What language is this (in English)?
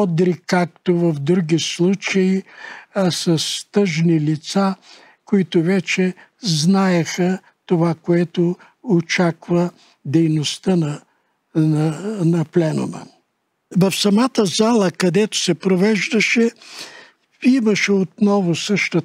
Bulgarian